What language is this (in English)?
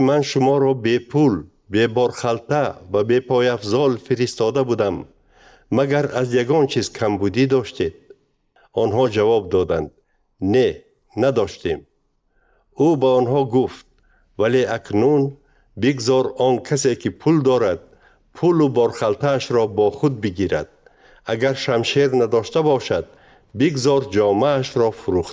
Tajik